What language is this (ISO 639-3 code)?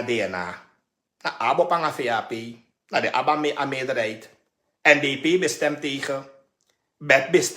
srn